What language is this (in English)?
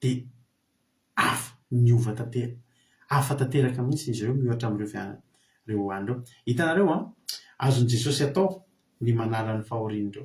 Malagasy